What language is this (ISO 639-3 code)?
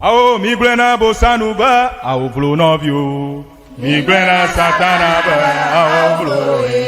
ewe